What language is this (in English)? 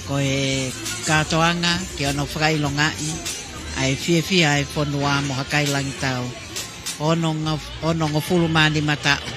Tongan